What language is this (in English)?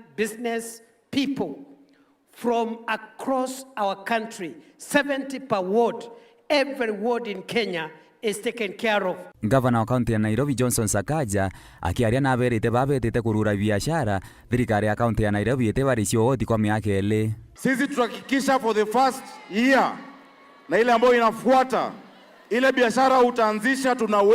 Meru